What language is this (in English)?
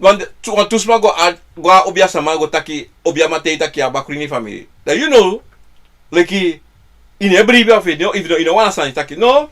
Sranan Tongo